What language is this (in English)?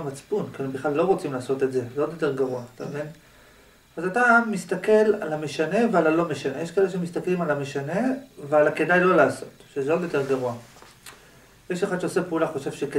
Hebrew